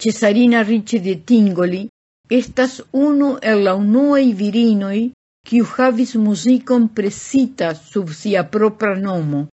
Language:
Esperanto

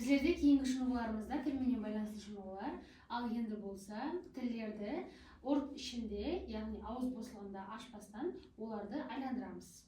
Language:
Kara-Kalpak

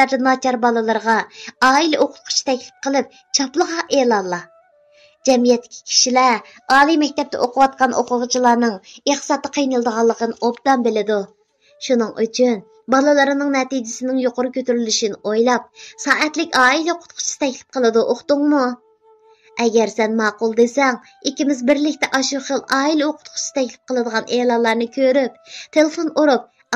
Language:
Uyghur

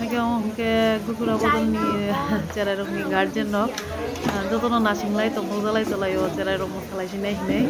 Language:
Kok Borok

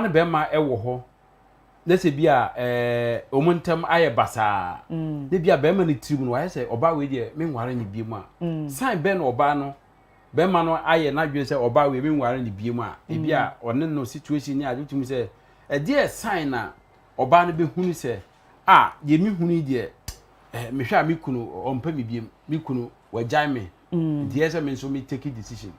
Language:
Akan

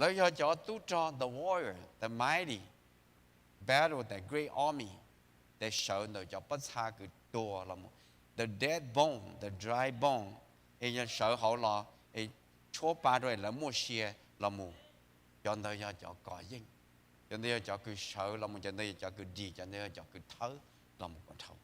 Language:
Hmong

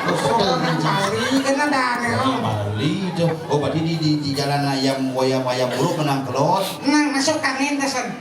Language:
Balinese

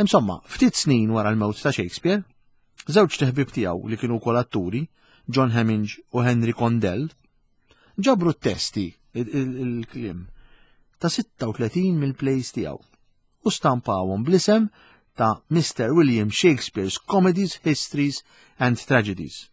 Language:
Maltese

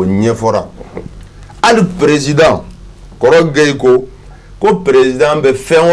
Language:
Bambara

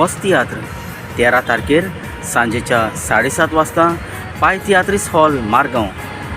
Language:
Konkani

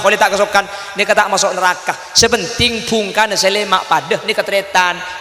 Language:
Madurese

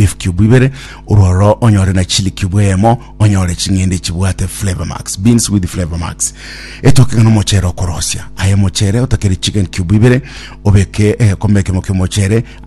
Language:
Gusii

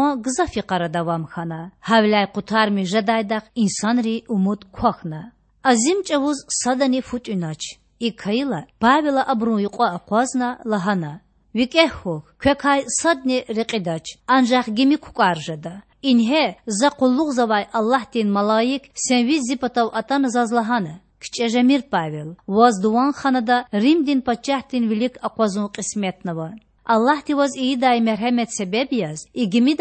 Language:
Lezghian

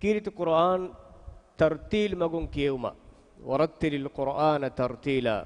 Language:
Divehi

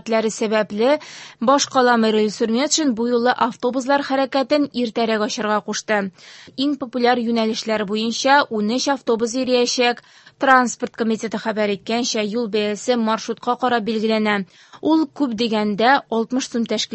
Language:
Tatar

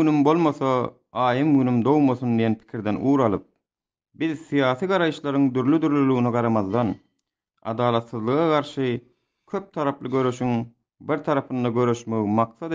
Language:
Turkmen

